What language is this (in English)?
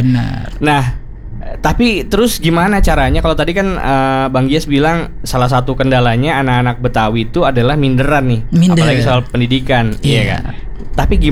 Indonesian